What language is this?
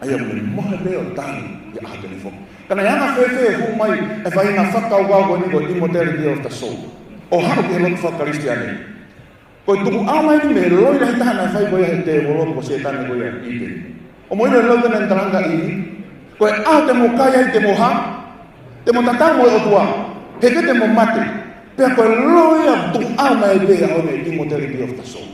Tongan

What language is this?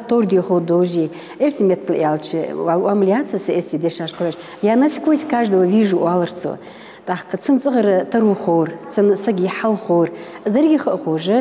Ingush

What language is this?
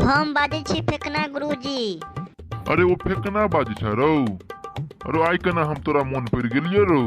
Maithili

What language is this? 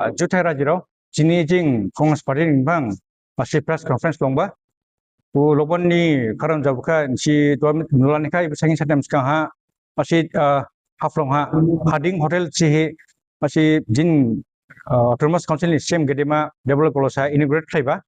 Dimasa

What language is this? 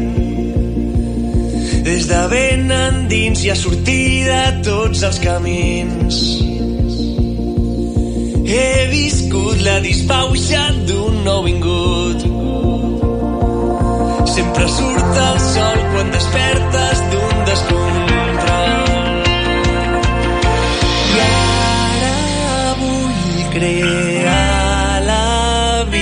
Catalan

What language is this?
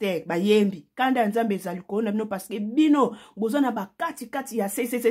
Lingala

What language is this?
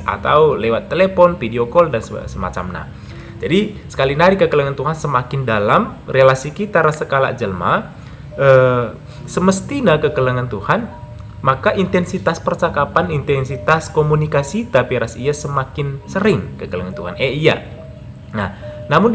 Batak Karo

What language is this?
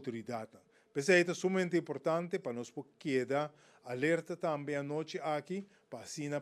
Papiamento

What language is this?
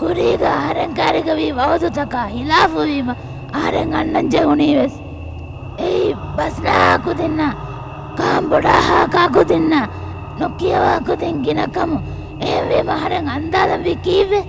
Divehi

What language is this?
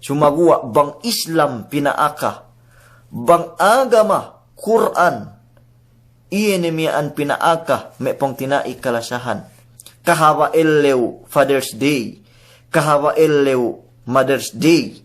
Yakan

